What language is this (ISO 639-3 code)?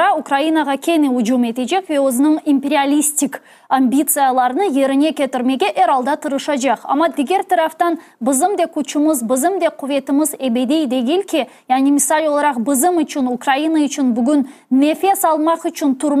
crh